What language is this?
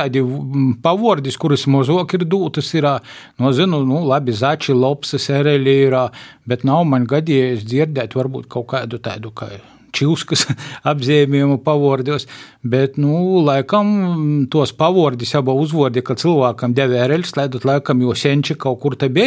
Latvian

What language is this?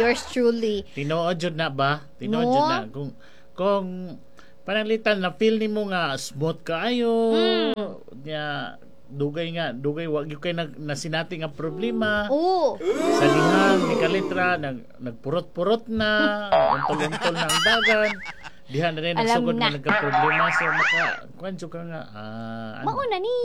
Cebuano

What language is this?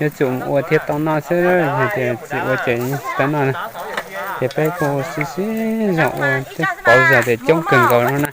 Hmong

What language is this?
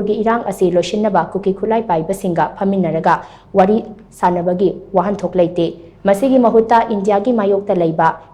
Manipuri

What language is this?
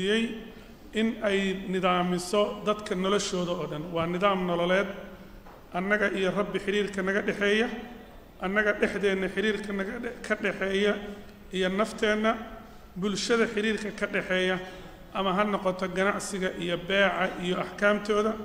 Somali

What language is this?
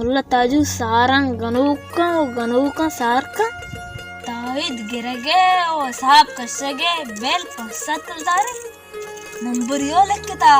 Baluchi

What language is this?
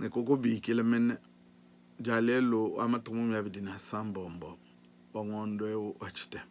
Luba-Lulua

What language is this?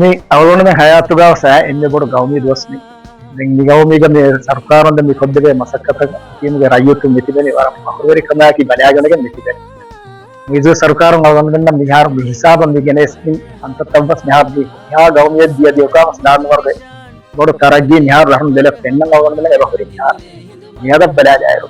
Divehi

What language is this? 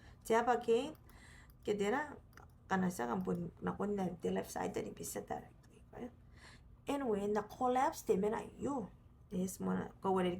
Gilbertese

